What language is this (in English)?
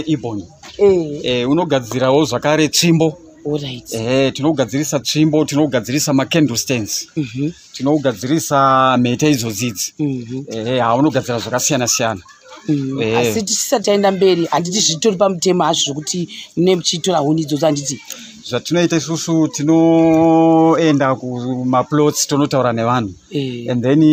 Shona